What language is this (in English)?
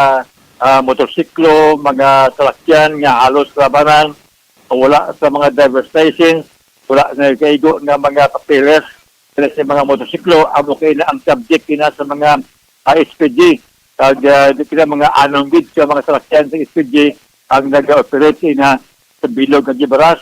Hiligaynon